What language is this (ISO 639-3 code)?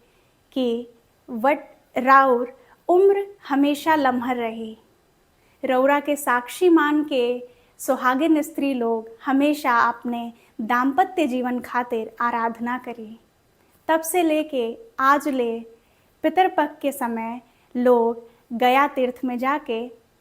bho